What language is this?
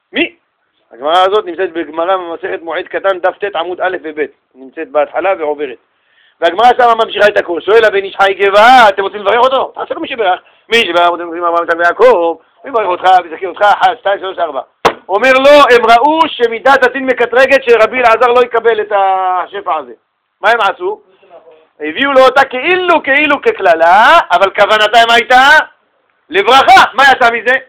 Hebrew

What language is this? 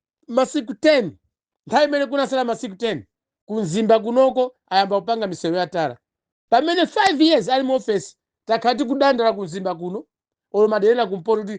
Nyanja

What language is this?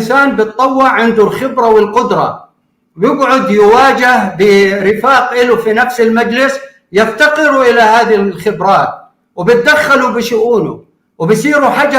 North Levantine Arabic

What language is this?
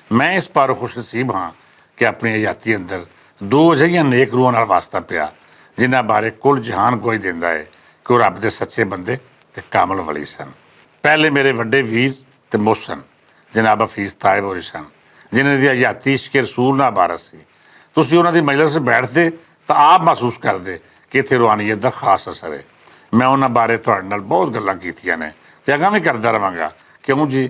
Western Panjabi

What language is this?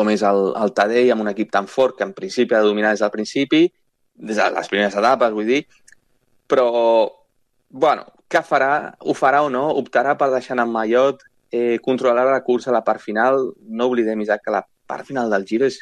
Catalan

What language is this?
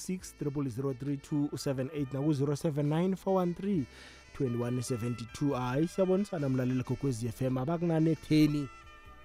South Ndebele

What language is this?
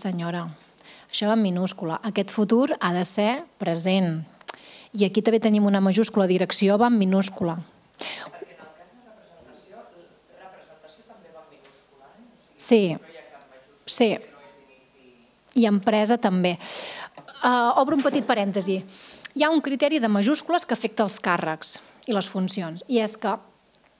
Catalan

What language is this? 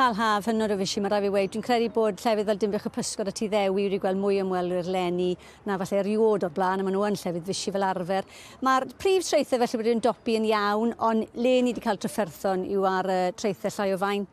Welsh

